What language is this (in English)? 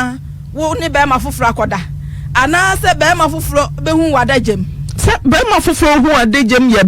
Akan